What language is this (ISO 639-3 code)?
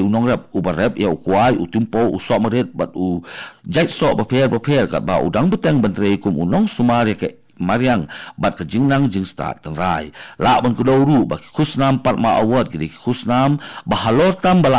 kha